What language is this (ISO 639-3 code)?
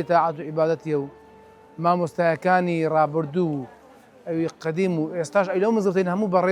ckb